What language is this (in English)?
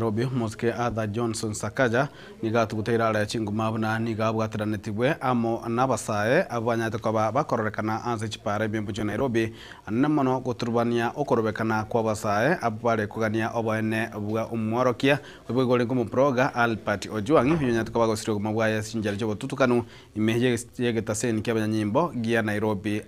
Gusii